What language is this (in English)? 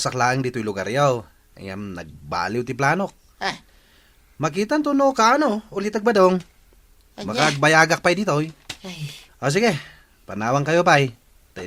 Iloko